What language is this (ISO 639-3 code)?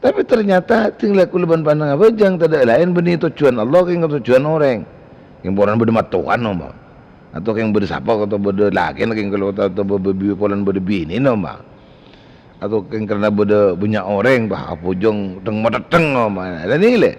mad